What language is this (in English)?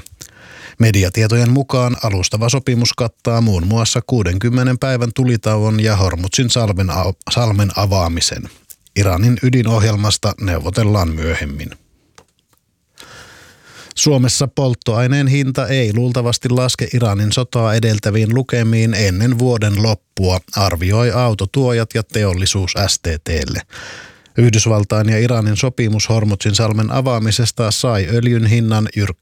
Finnish